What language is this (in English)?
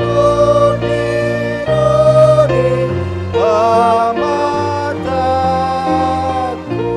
Batak Toba